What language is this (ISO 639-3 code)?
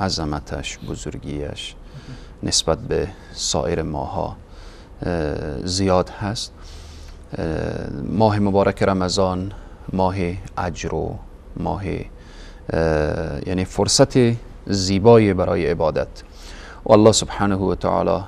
fas